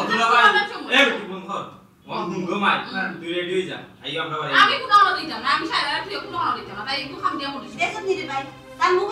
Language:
Sylheti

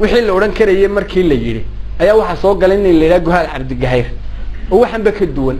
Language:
Somali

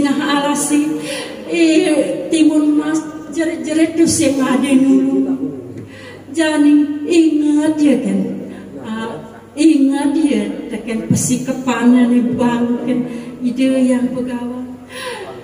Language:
Balinese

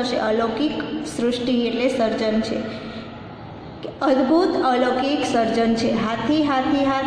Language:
Gujarati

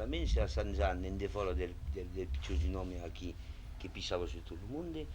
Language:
Occitan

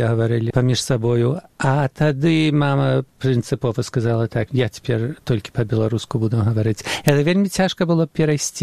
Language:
Belarusian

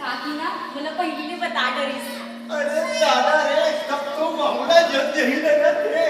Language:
Chhattisgarhi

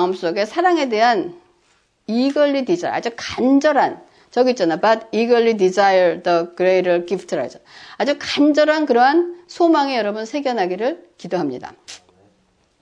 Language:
Korean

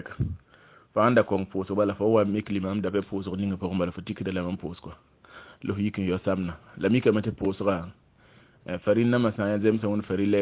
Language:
Mossi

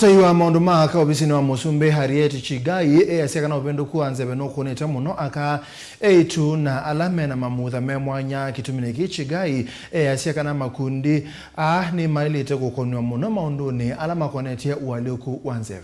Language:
Kamba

